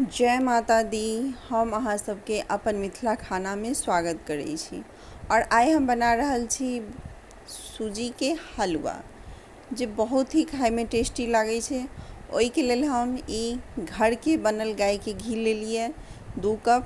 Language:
Maithili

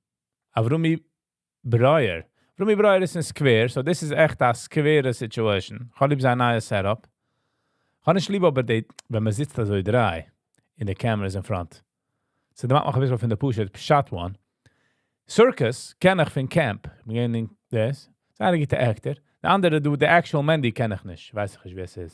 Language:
Yiddish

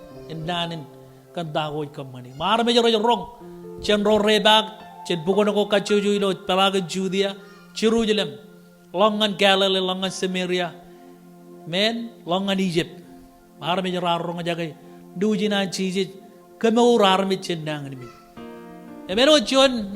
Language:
Marshallese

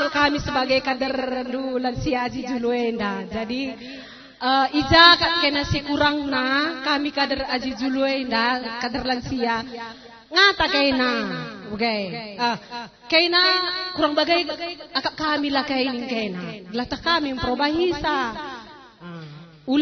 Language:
Batak Karo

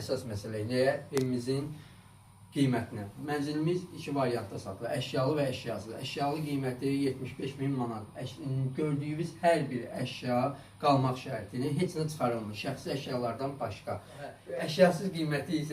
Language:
Azerbaijani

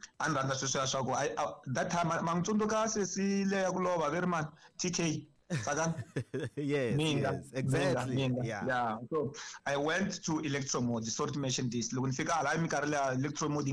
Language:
Tsonga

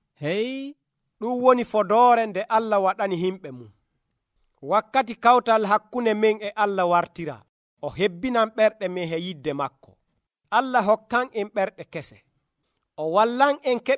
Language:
Nigerian Fulfulde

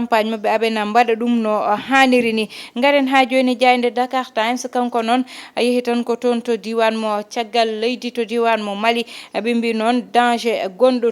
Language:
Fula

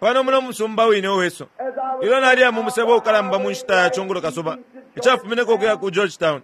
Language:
Bemba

